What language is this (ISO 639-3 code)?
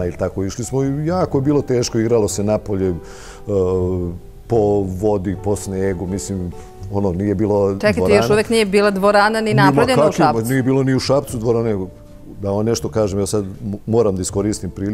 srp